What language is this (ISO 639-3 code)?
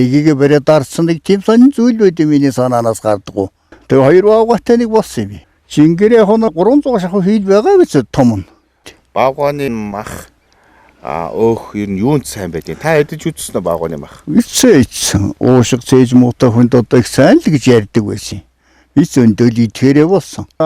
mon